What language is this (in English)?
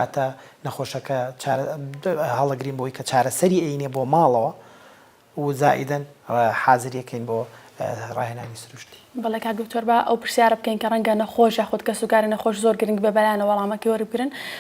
Central Kurdish